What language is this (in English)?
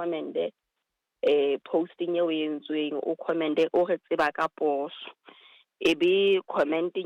Southern Sotho